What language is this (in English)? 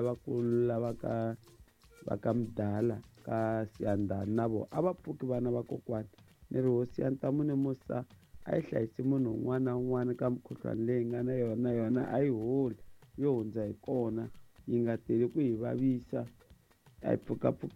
Tsonga